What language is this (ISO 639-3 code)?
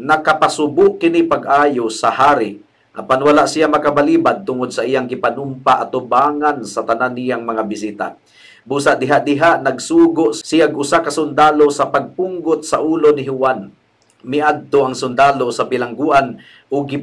ceb